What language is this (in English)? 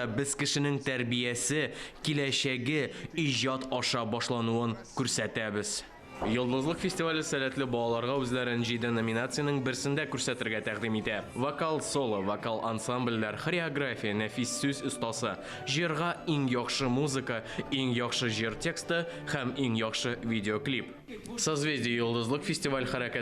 Tatar